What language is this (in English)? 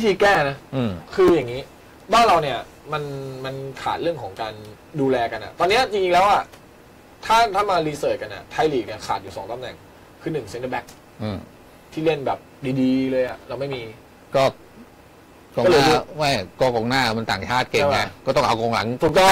Thai